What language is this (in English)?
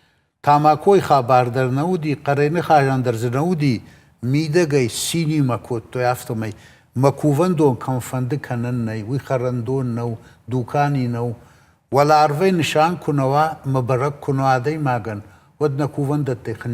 Ossetic